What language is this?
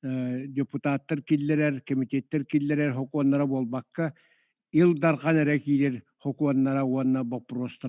Yakut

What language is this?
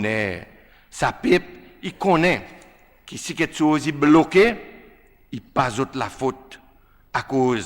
Seselwa Creole French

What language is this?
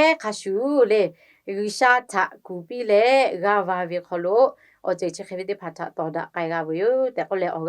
Lahu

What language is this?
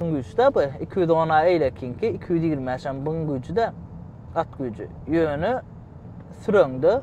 Turkmen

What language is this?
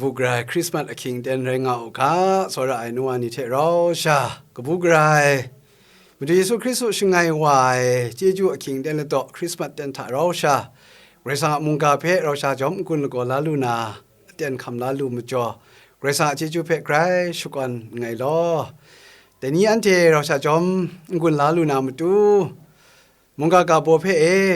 Kachin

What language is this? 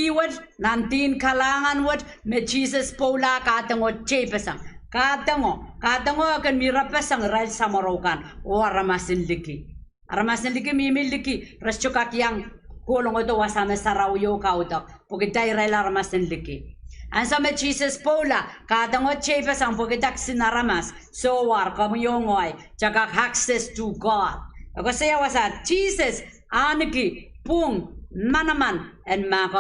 Pohnpeian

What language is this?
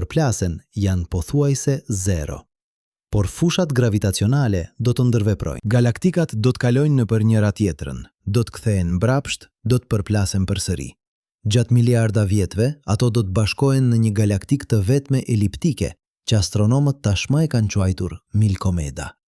Albanian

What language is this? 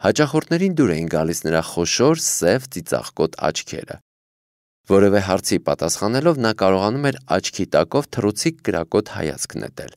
Armenian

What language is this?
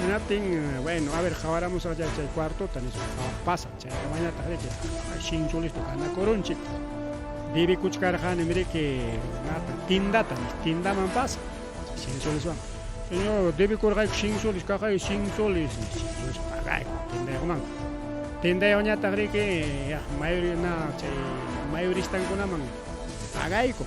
Ayacucho Quechua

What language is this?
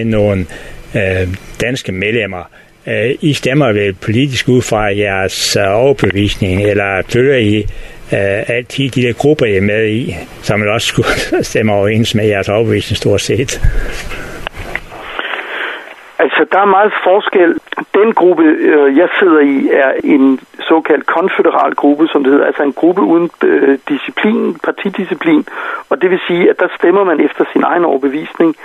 Danish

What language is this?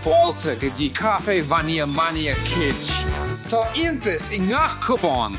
Irish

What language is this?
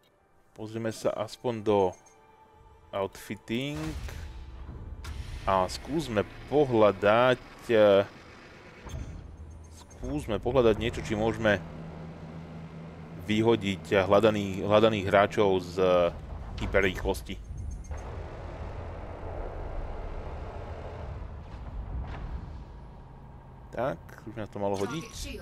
Slovak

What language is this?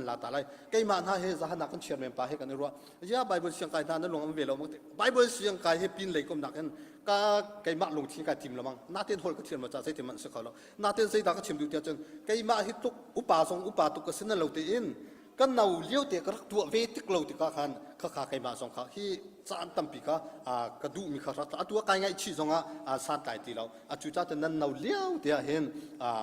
Hakha Chin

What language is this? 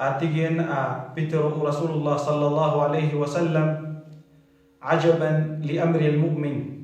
Maranao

